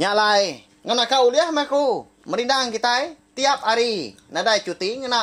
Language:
Iban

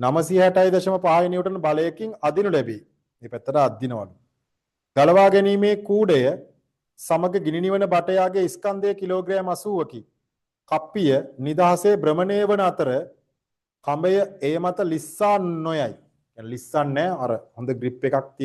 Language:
Sinhala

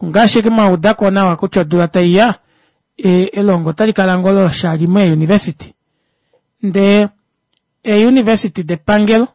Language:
Kuanyama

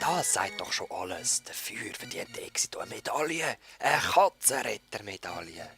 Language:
Swiss German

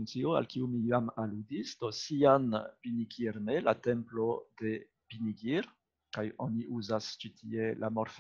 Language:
Esperanto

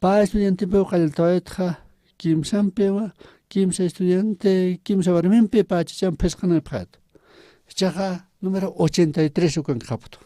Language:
Aymara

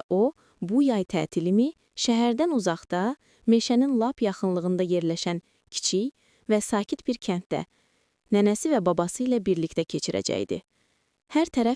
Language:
Azerbaijani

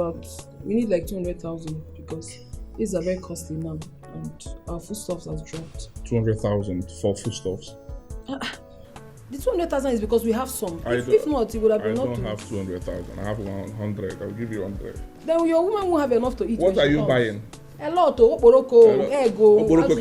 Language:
Nigerian Pidgin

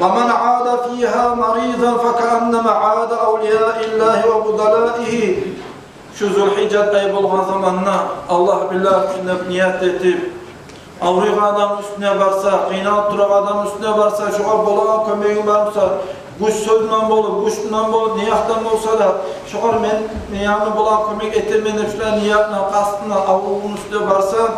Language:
Kumyk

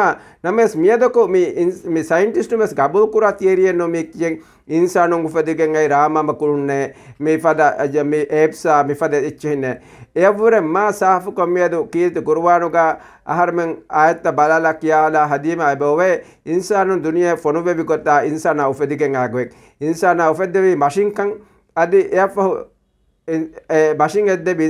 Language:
Divehi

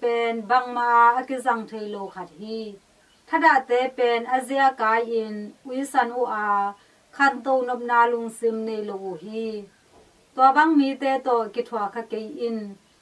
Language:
Tedim Chin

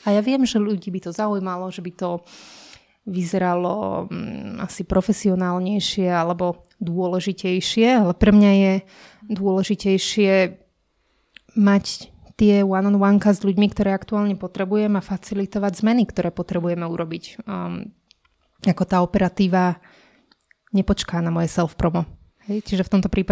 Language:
Slovak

